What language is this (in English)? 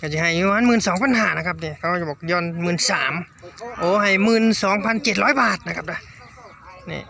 Northeastern Thai